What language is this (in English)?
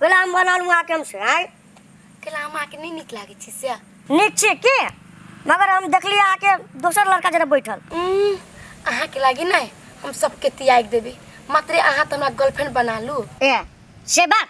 Maithili